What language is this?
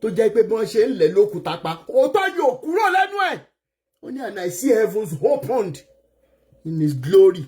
Yoruba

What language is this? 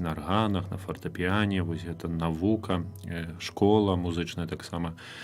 Belarusian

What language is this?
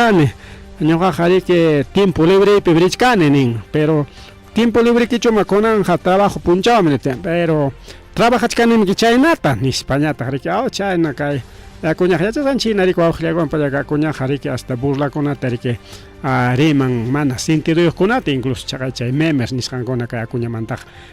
Ayacucho Quechua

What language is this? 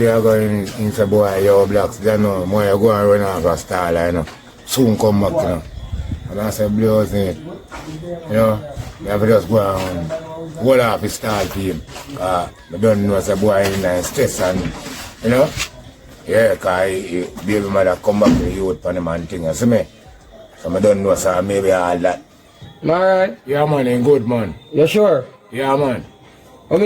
Jamaican Creole English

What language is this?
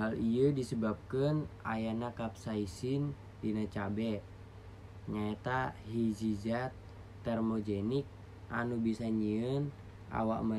Sundanese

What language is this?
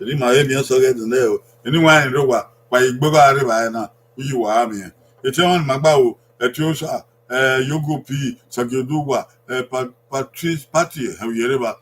Bini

